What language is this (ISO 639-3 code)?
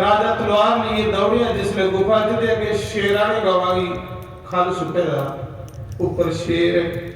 doi